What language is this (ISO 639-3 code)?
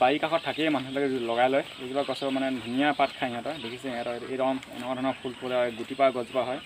asm